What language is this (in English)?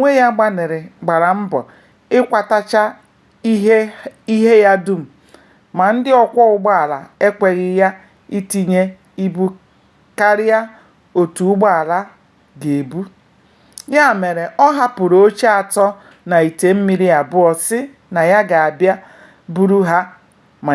Igbo